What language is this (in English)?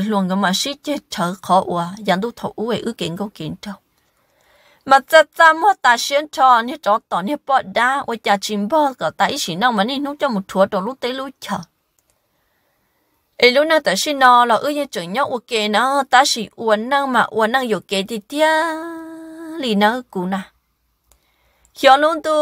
Vietnamese